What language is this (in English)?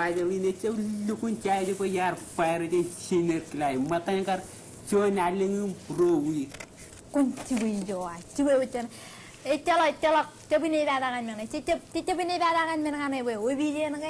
Marshallese